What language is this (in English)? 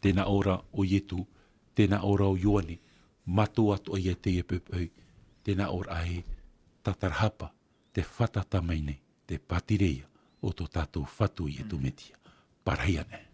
Tahitian